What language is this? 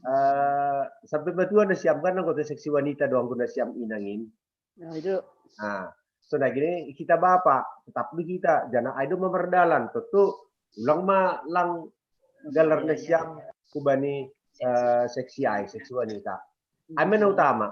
Batak Simalungun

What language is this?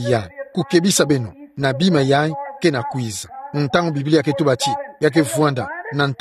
Kituba (Democratic Republic of Congo)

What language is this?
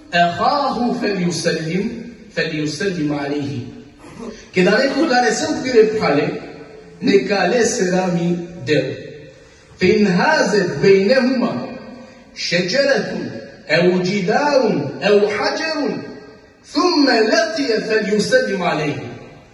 Balkan Romani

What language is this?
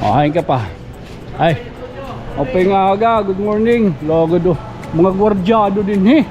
Waray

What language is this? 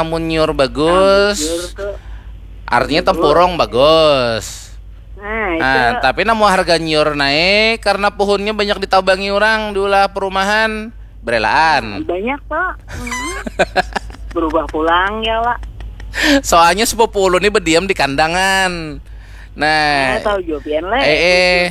Banjar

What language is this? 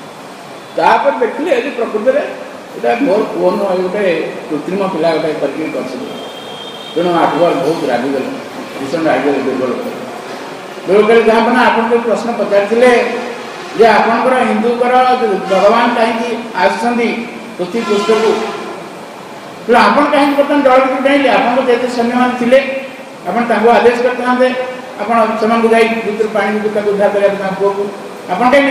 Odia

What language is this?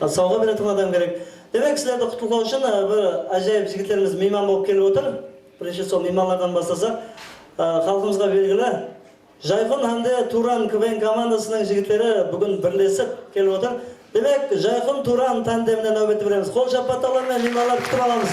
Kara-Kalpak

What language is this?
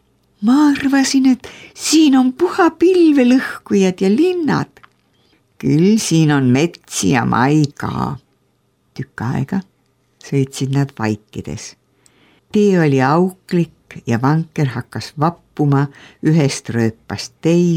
Estonian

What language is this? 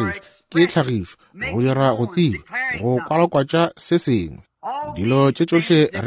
Northern Sotho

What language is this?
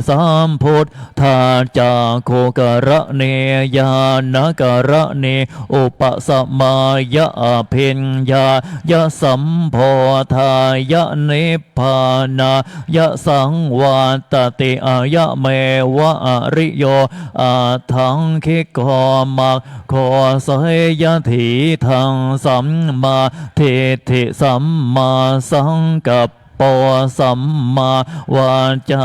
Pali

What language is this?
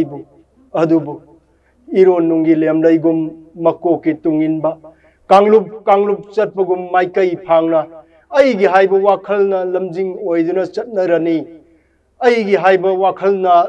Manipuri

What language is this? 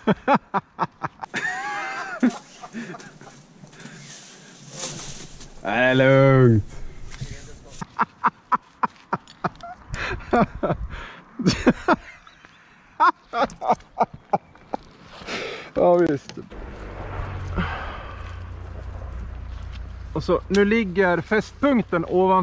Swedish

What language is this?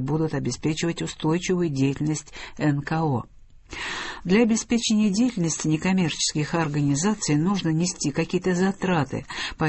Russian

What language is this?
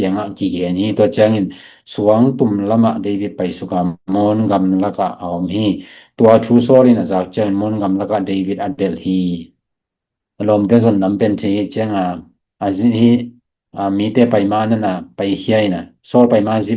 Tedim Chin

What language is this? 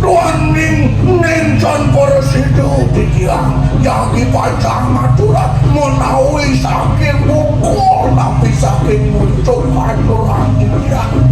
Balinese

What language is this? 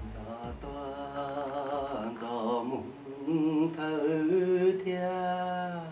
Hmong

